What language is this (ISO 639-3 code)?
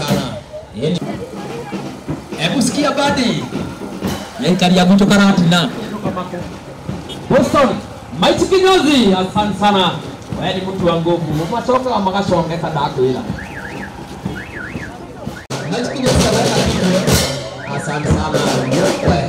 swa